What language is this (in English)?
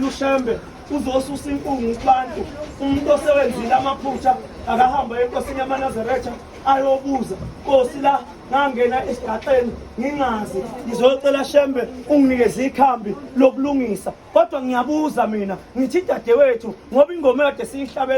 Zulu